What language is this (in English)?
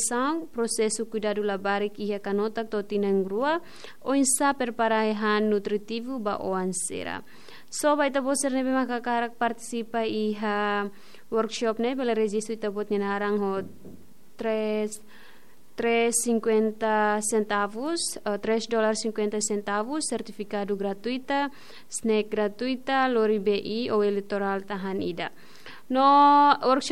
Tetum